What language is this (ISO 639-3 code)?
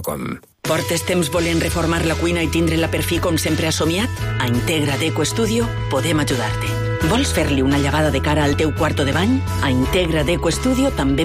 cat